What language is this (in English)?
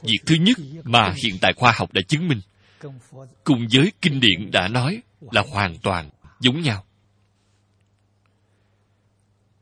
Vietnamese